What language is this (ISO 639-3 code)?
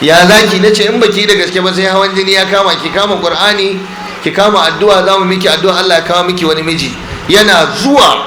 hau